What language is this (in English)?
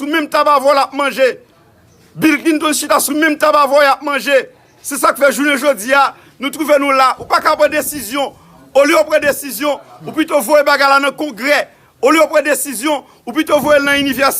Haitian Creole